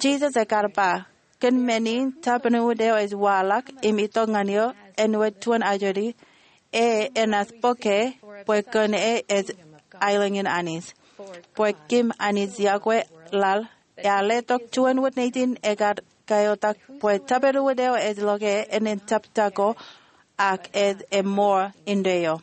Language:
Marshallese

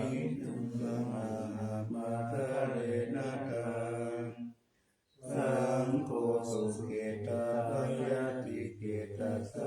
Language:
Pali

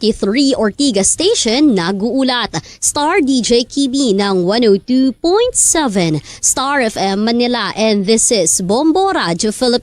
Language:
Waray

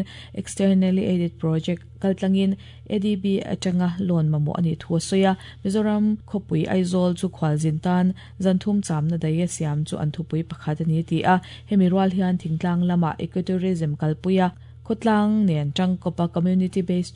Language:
Mizo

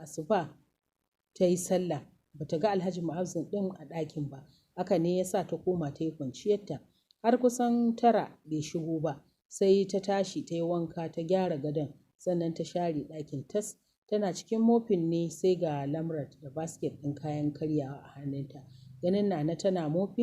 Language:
Hausa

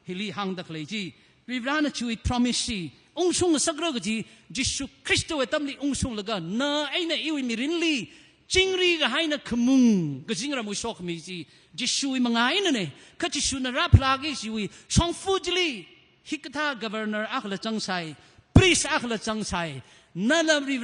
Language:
Tangkhul Naga (India)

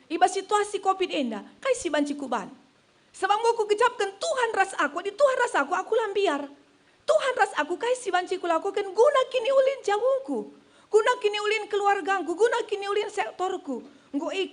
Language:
Batak Karo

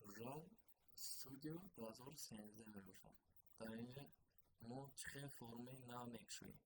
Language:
Tajik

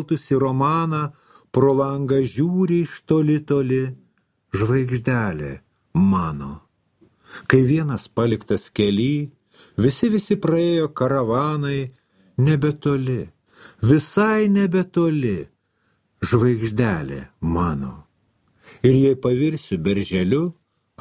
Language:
Lithuanian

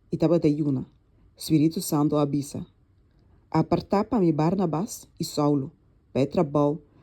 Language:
Papiamento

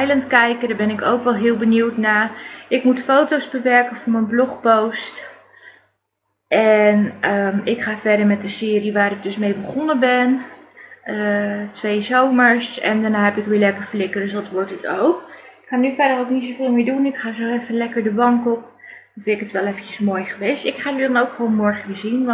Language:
Dutch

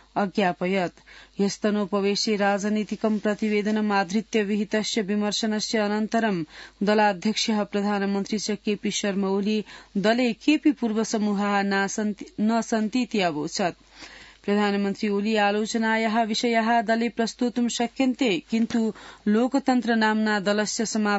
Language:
Sanskrit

